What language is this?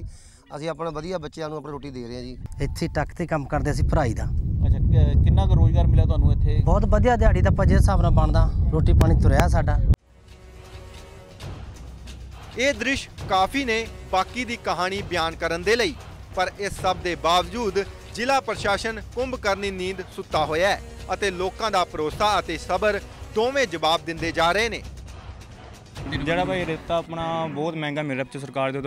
Punjabi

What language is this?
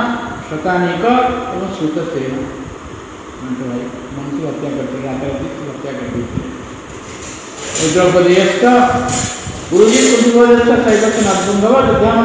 Odia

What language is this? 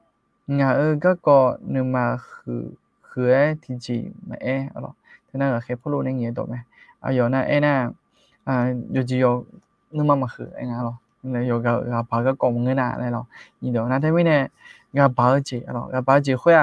Akha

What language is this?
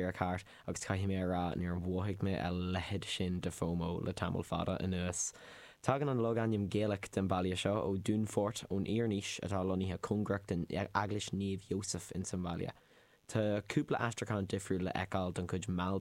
Irish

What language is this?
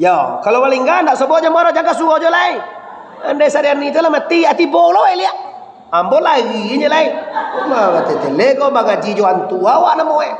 Minangkabau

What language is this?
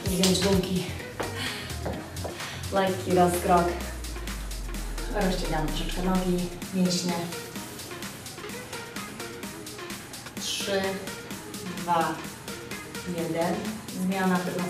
Polish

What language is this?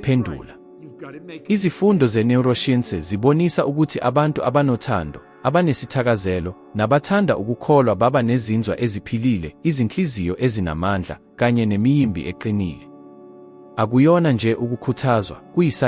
Zulu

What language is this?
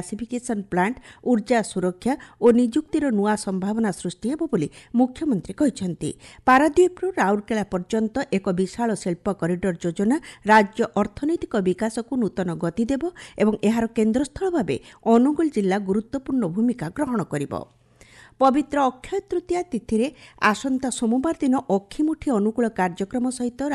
Odia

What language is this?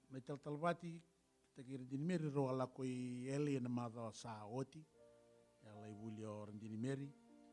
Fijian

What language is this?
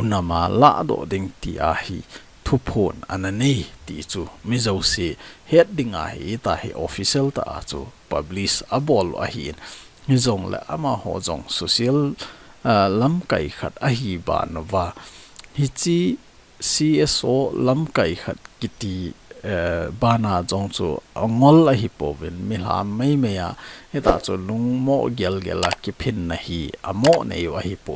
Thado Chin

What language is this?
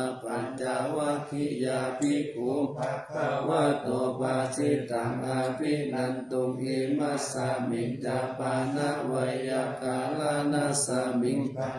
Pali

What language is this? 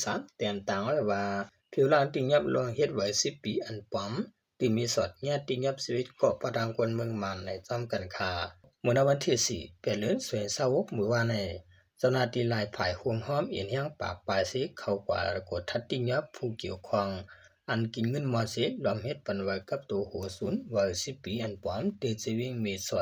Shan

